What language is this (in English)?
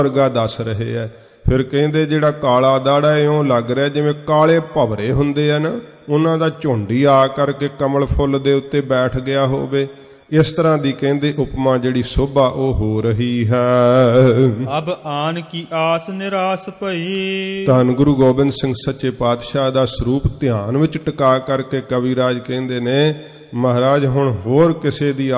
Punjabi